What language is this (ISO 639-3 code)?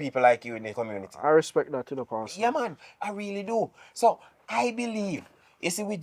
jam